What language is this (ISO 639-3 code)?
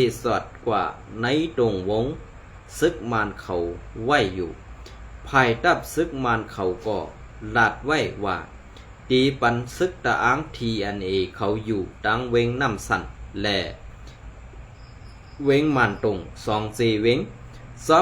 shn